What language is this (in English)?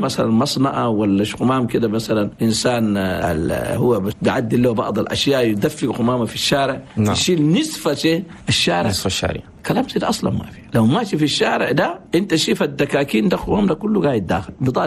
Chadian Arabic